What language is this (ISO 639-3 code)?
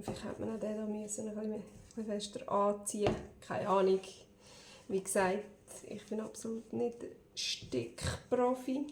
gsw